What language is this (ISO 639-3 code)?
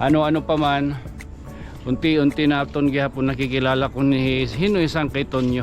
war